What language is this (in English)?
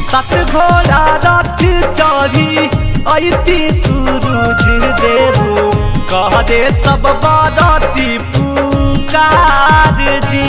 Magahi